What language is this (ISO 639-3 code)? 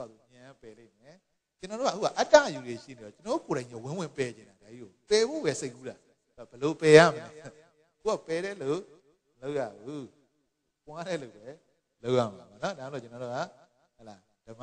mya